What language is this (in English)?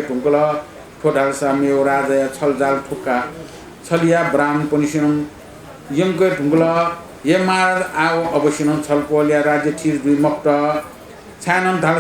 Newari